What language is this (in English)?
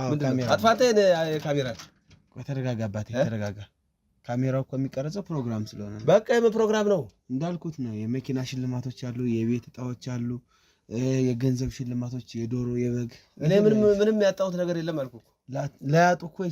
Amharic